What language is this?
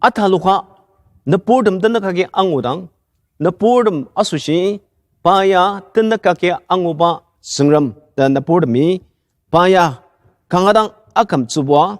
Ao Naga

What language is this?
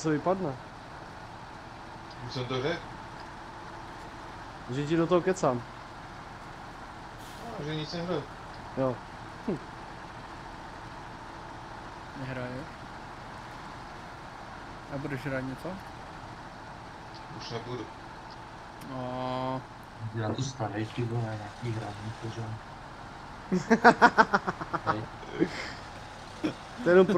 Czech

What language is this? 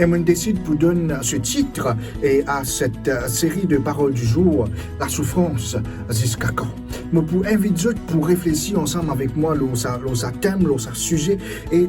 Morisyen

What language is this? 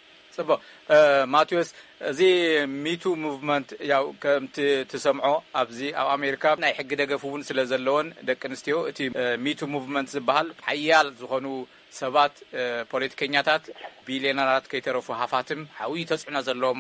Tigrinya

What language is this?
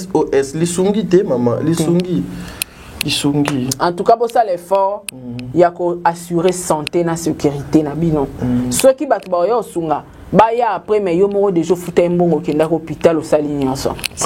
Lingala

